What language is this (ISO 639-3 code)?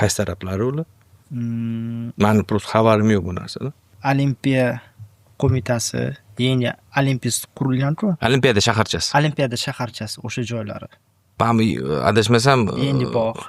uzb